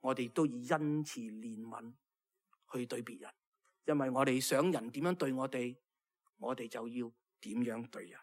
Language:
Cantonese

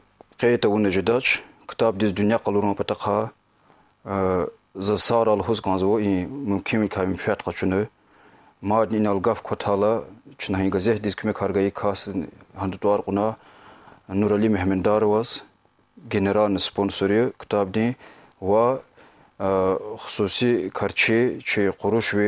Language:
Lezghian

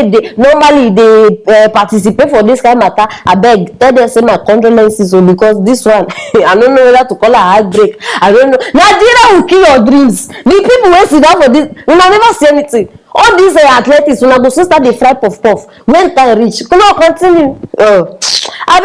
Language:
Nigerian Pidgin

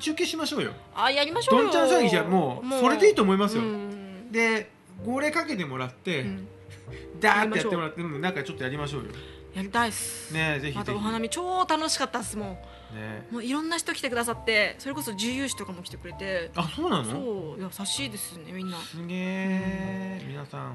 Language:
Japanese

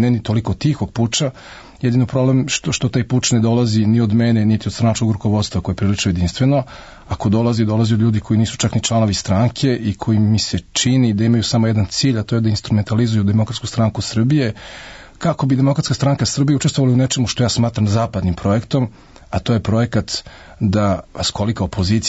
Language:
Serbian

